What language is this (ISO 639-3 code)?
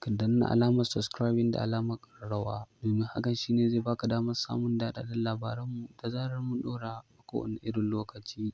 hau